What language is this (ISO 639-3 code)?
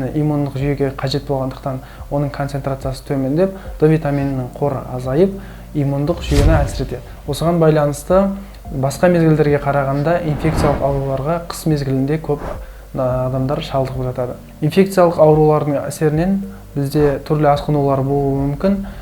kaz